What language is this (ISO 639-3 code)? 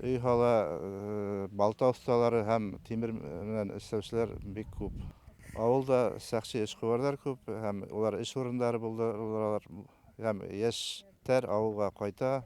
bak